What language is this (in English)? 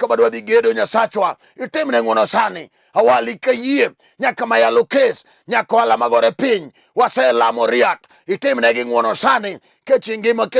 Luo (Kenya and Tanzania)